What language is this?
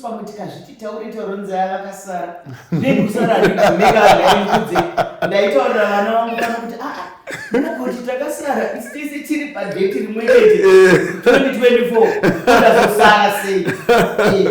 Shona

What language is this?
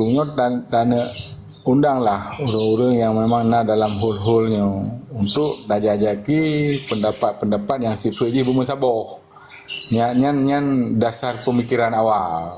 Achinese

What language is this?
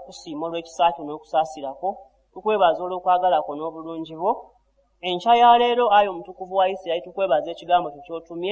Ganda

